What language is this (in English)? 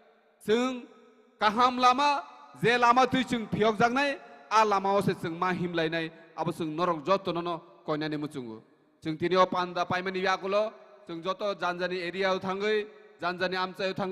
Kok Borok